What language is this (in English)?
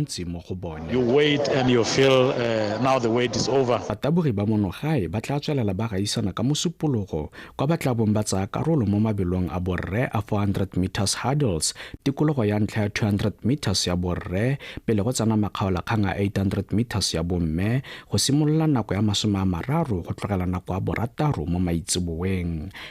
Tswana